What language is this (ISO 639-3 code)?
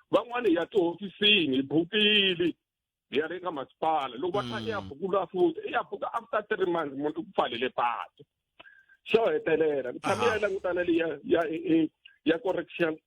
tso